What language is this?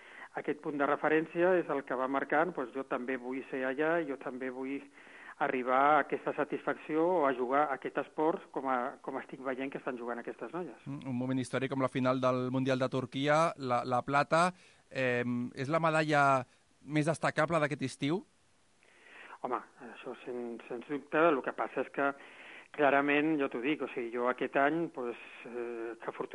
Catalan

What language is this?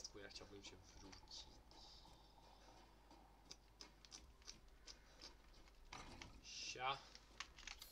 Polish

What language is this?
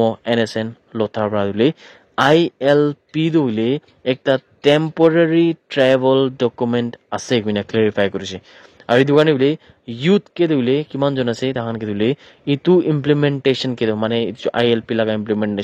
Naga Pidgin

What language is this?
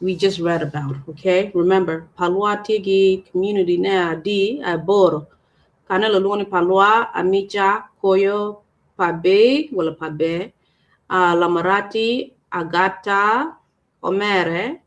Acoli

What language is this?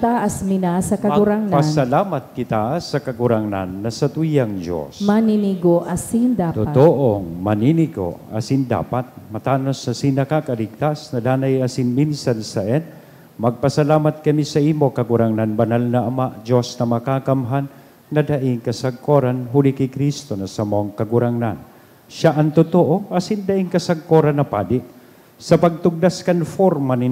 Bikol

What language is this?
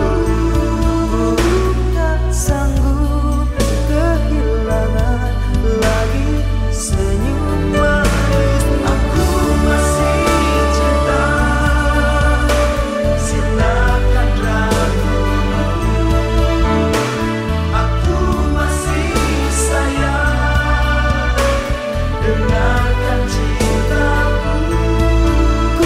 Indonesian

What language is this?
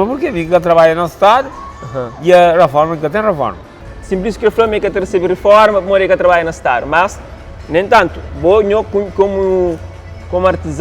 Kabuverdianu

